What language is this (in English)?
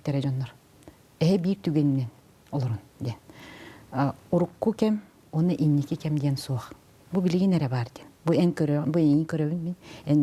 Yakut